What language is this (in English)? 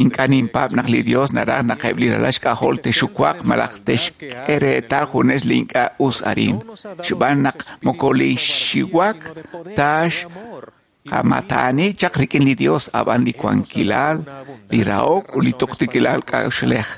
Kekchí